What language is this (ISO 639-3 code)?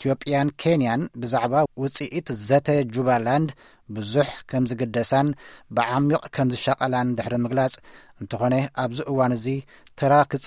tir